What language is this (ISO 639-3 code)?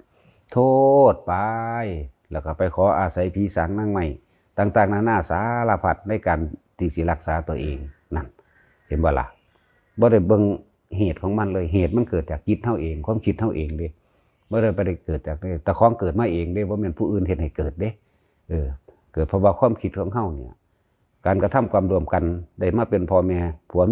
lao